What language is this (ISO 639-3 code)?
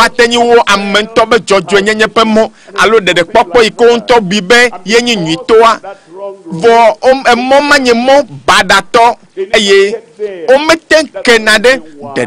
ewe